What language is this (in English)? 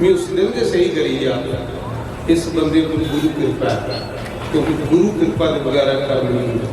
Dogri